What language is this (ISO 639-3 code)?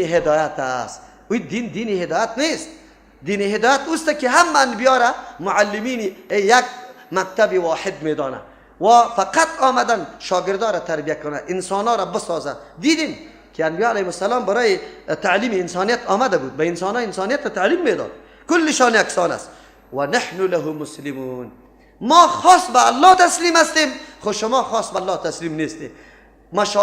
fas